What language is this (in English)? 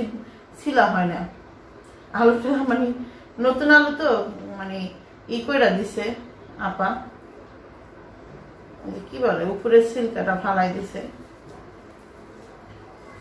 Bangla